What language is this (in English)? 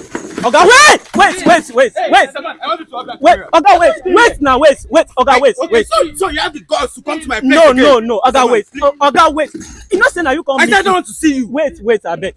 Nigerian Pidgin